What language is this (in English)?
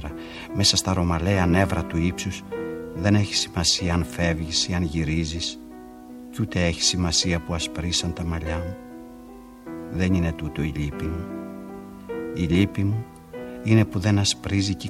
Greek